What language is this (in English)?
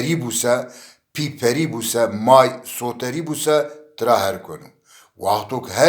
Zaza